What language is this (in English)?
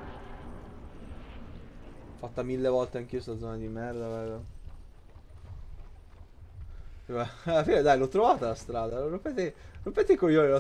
Italian